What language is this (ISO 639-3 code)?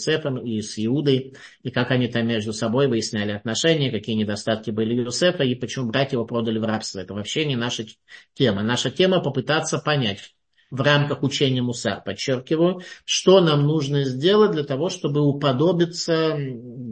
rus